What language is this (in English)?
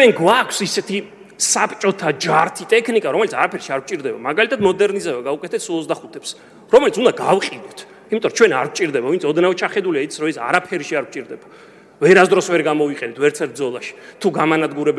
Georgian